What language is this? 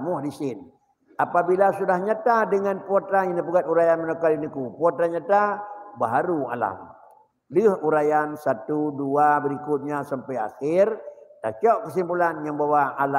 Achinese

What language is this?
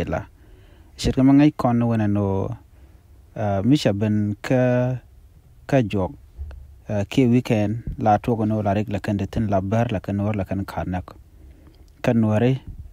Nuer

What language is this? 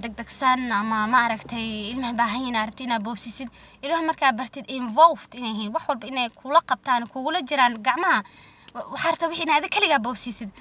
Somali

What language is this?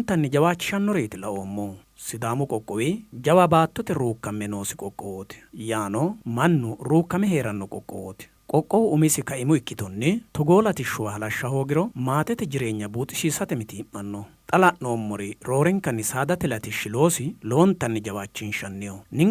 Sidamo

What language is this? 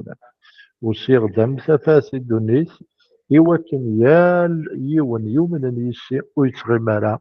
Kabyle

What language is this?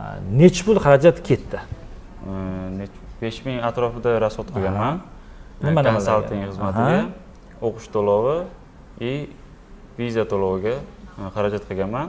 Uzbek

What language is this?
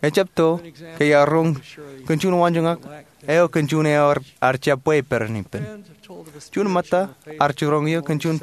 Marshallese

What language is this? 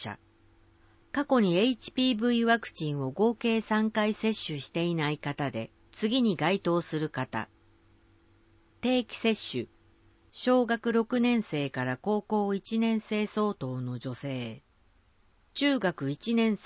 Japanese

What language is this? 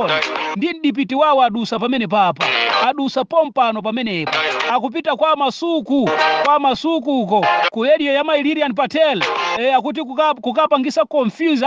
Nyanja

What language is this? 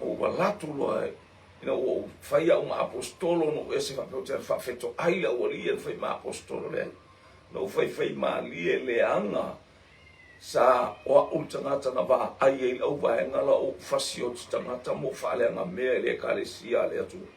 Samoan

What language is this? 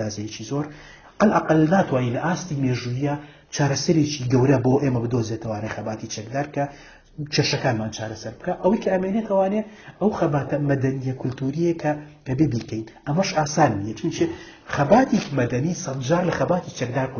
Central Kurdish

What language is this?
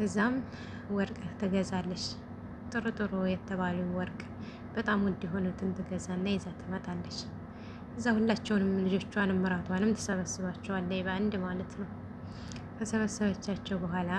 Amharic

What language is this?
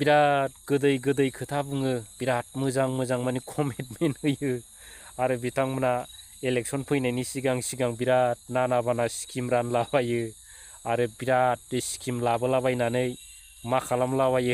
Bodo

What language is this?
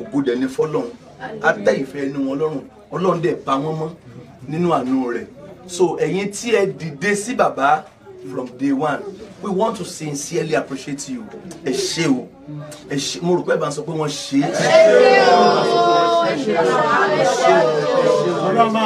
Yoruba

